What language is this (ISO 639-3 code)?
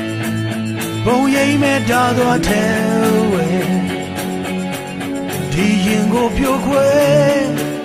mya